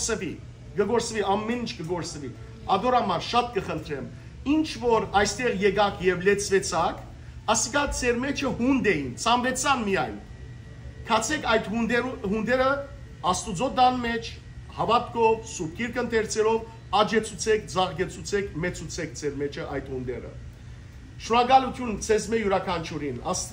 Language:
Western Armenian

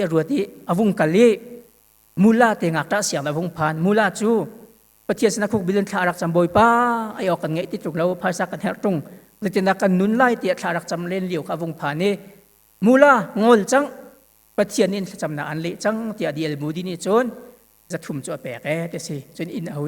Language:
Hakha Chin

